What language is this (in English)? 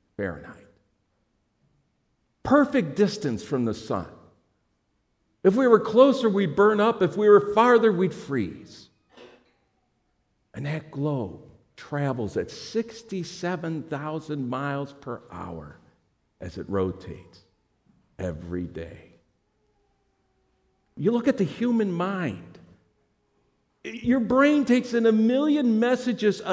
English